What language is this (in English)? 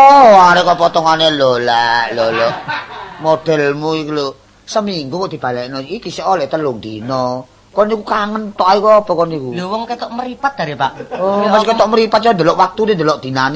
Javanese